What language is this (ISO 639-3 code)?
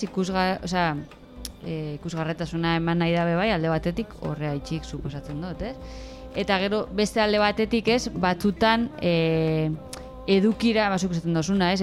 eus